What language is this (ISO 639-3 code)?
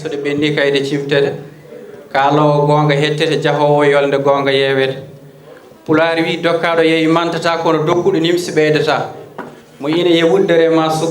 ful